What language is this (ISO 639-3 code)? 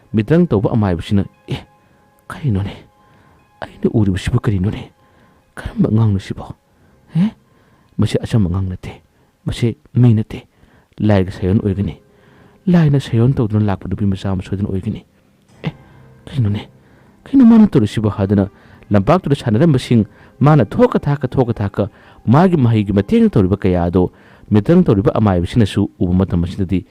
mni